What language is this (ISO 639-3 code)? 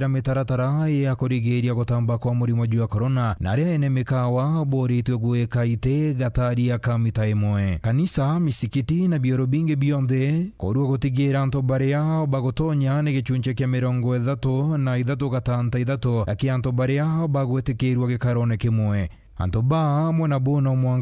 mer